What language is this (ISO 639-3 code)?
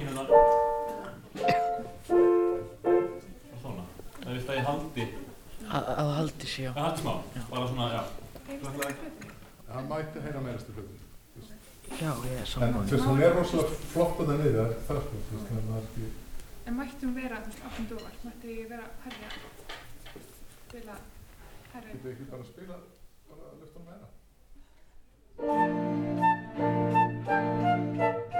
isl